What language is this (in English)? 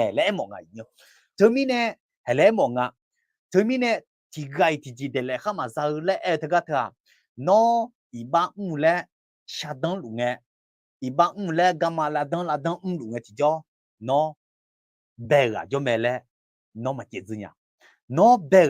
Akha